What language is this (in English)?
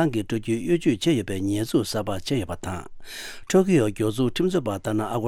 Tibetan